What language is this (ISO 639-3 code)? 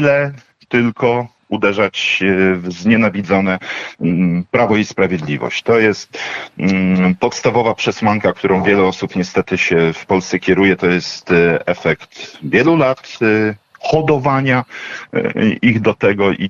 pol